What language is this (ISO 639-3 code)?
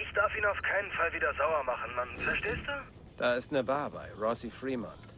bar